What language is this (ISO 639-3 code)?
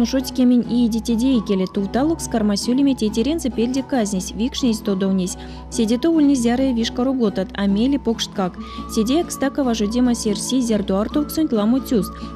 myv